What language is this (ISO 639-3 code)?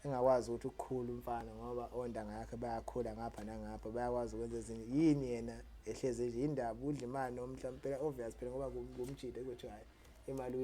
zul